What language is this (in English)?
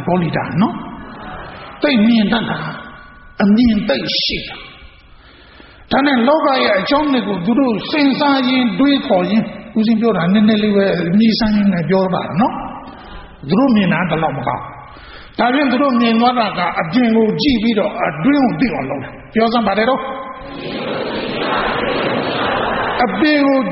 Burmese